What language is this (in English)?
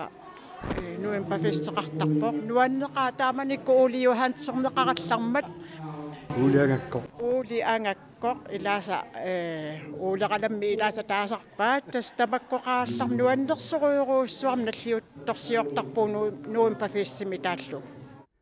Kalaallisut